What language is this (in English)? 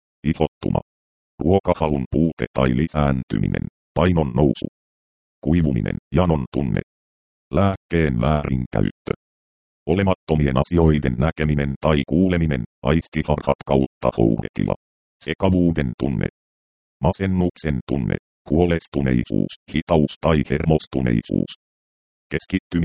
Finnish